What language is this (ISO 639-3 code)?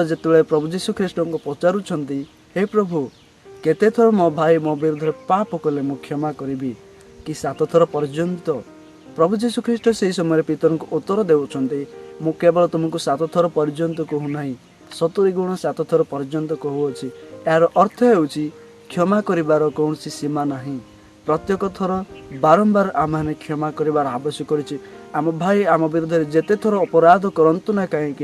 ori